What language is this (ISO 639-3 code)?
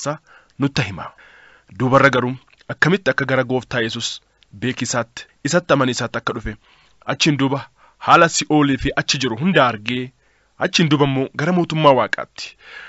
orm